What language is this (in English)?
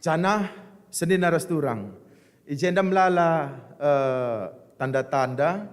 Batak Karo